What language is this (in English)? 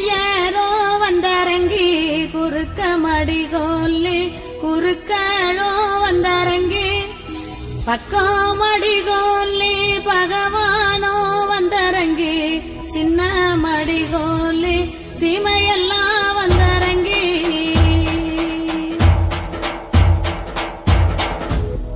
Tamil